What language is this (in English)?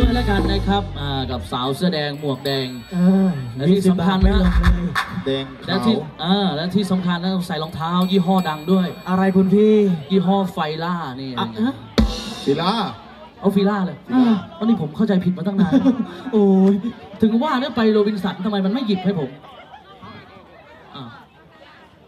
Thai